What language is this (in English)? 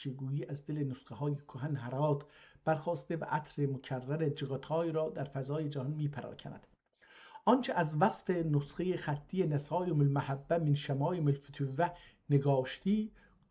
South Azerbaijani